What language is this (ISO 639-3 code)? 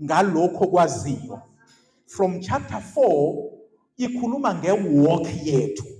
zul